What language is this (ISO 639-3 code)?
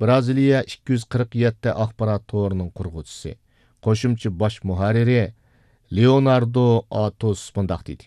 uig